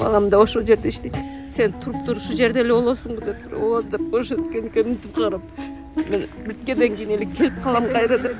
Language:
Kyrgyz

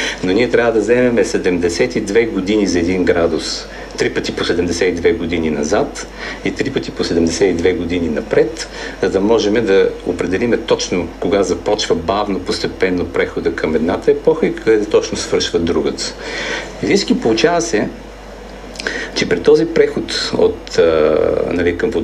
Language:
Bulgarian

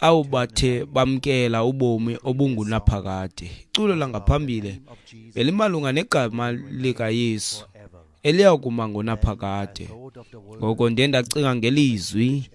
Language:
Xhosa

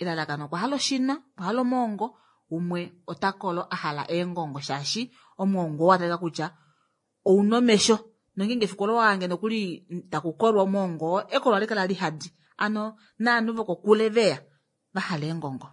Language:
Kuanyama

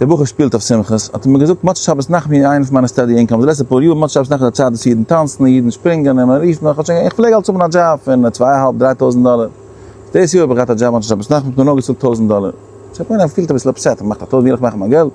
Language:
Yiddish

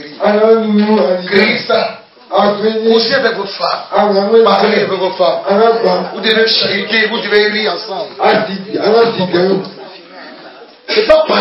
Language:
French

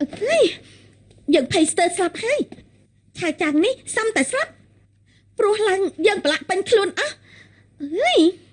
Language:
Khmer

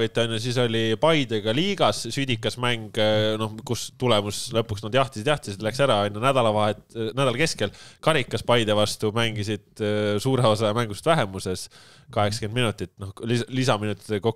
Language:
Estonian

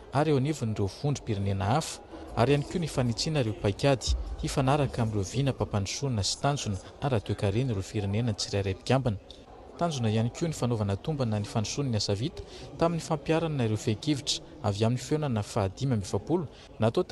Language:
Malagasy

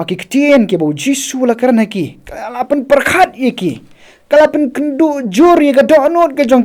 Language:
Khasi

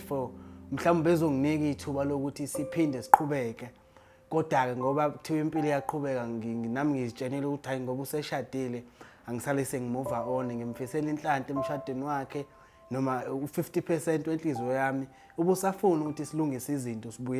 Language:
Zulu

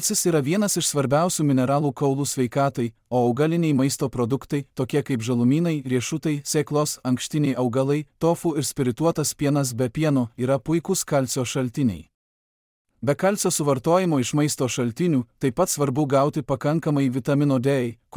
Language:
Lithuanian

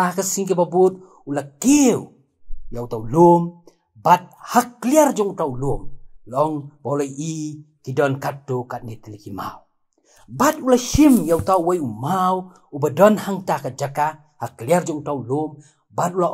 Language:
Khasi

